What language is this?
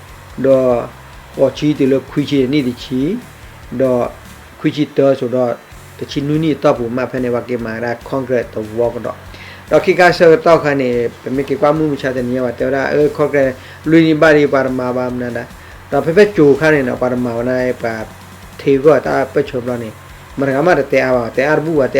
S'gaw Karen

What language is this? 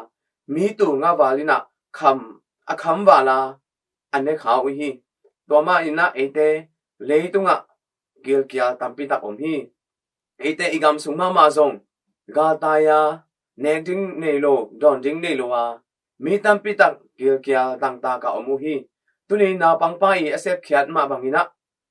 Tedim Chin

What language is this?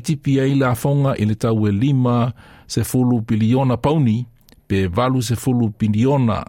Samoan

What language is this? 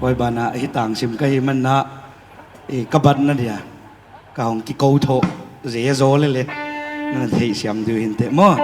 Paite Chin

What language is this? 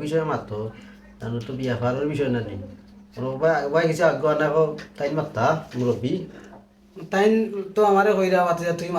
Sylheti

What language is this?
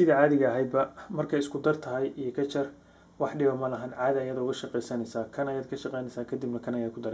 Somali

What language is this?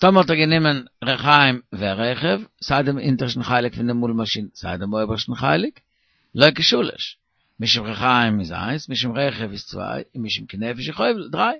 Yiddish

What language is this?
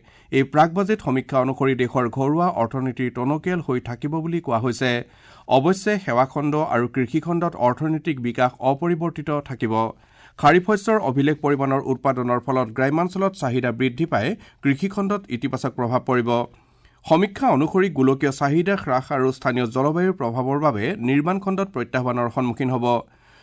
Assamese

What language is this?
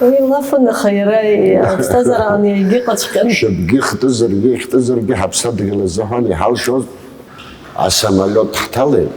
Abkhazian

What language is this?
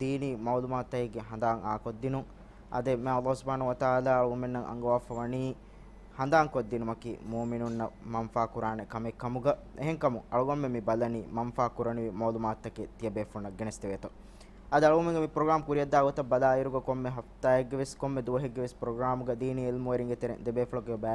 Divehi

